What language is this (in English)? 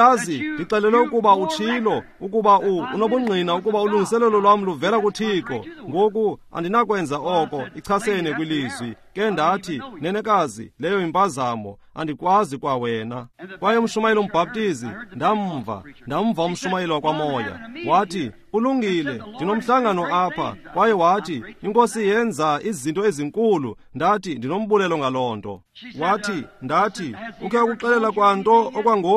Xhosa